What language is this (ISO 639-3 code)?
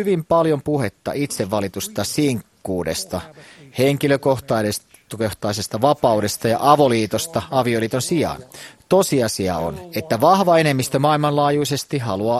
fin